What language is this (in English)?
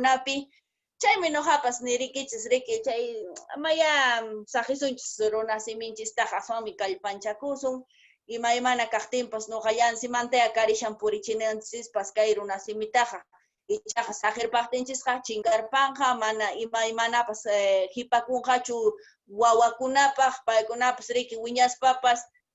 Quechua